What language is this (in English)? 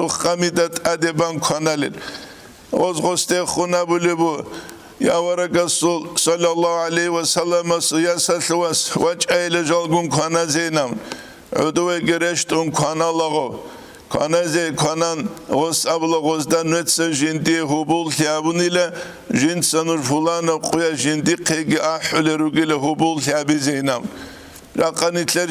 Avaric